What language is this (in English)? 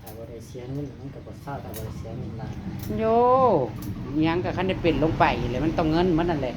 Northeastern Thai